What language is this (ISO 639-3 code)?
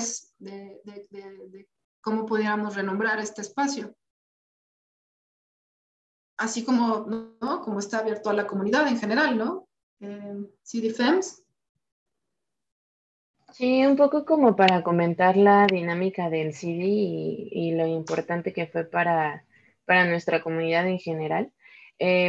spa